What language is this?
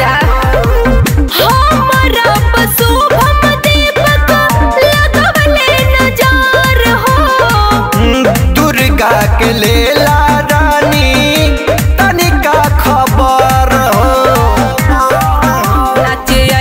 Bhojpuri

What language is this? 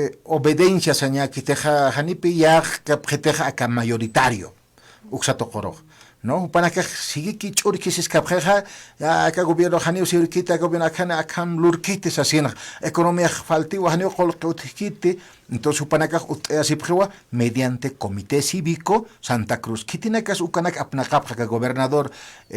Aymara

